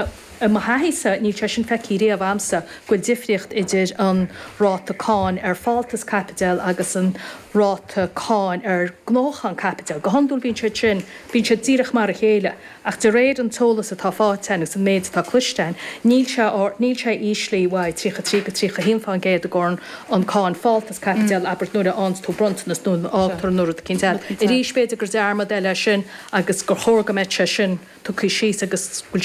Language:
Irish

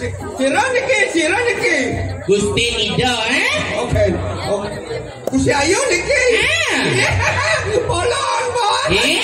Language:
Balinese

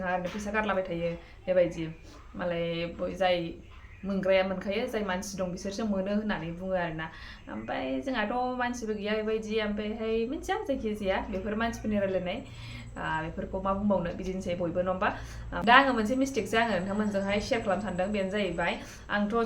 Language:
Bodo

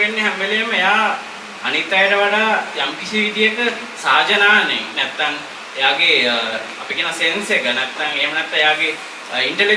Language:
Sinhala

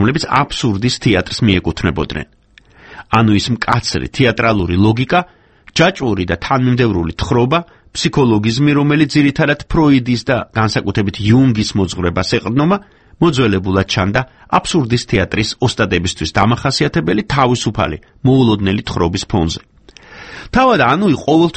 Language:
Georgian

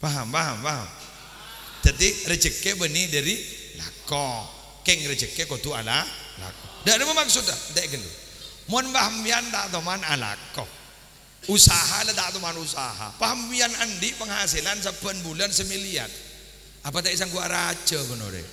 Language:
Madurese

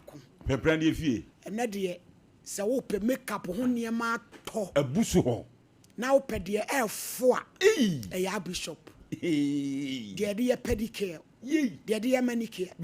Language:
Akan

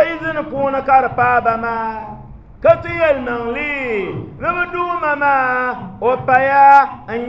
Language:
Dagbani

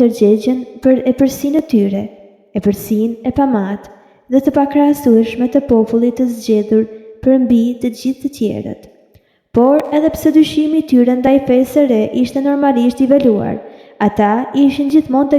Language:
Albanian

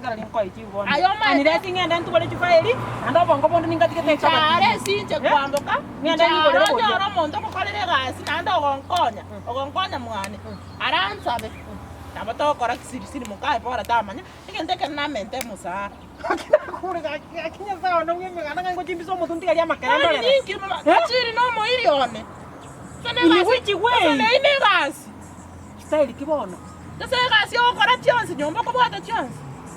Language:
Gusii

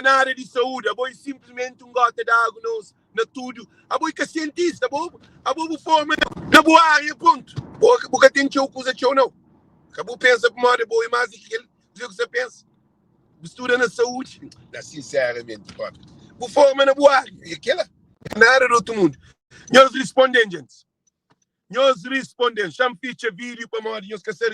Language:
Kabuverdianu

